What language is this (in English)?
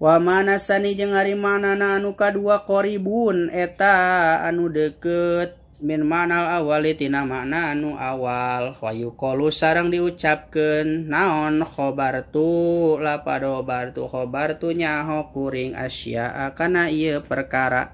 Sundanese